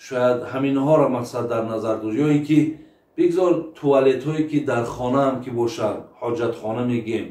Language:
Tajik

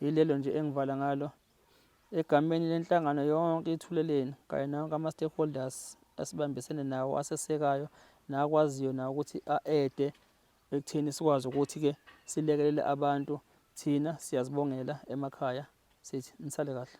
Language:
Zulu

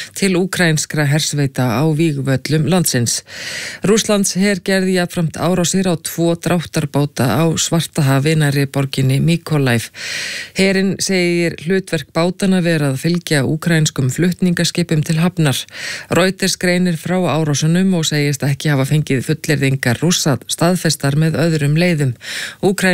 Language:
Icelandic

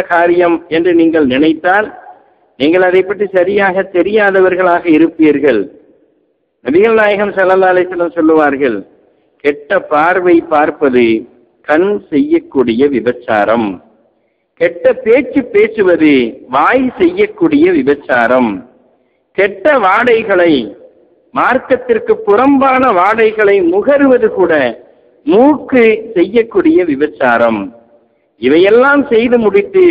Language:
Tamil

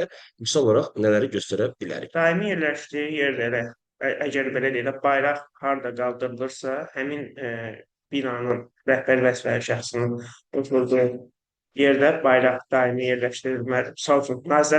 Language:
Azerbaijani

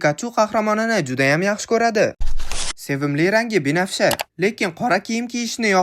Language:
Uzbek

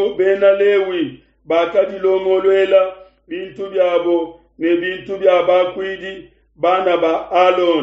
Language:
Luba-Lulua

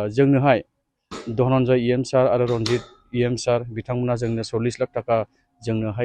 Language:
Bodo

